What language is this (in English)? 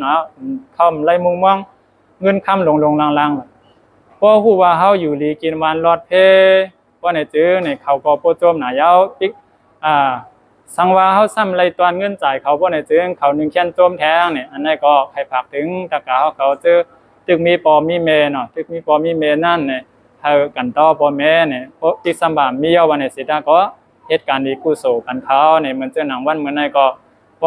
Shan